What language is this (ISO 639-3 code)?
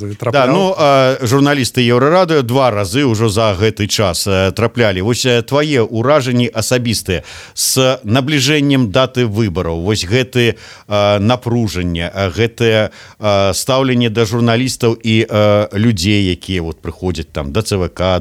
bel